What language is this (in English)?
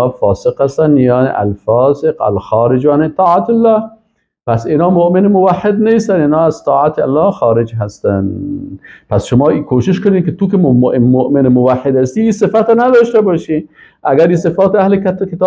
Persian